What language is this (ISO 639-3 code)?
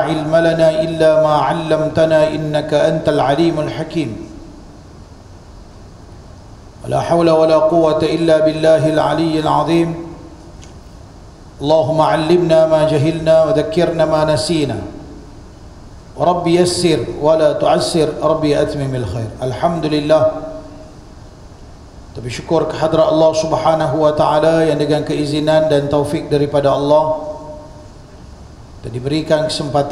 msa